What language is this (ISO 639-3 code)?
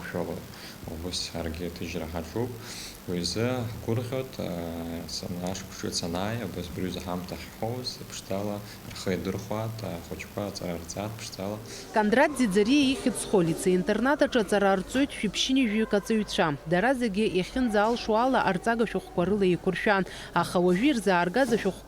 abk